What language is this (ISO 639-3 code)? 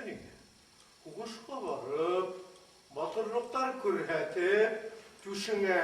bak